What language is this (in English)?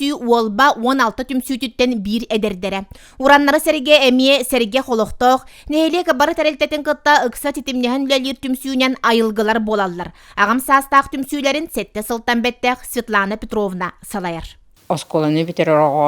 Yakut